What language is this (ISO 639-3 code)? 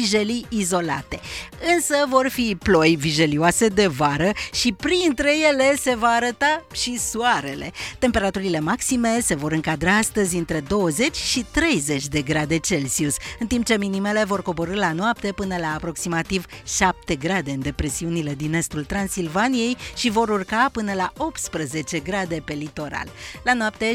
ron